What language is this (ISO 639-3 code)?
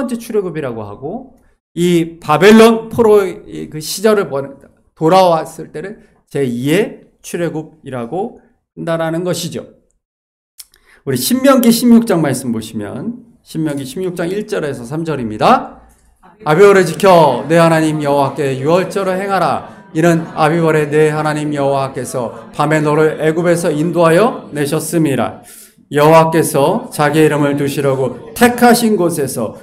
kor